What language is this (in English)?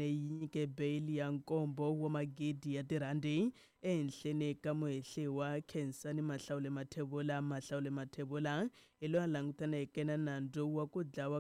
Tsonga